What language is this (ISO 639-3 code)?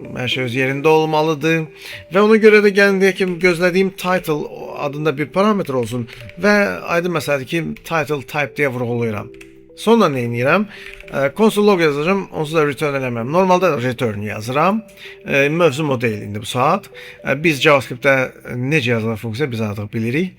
aze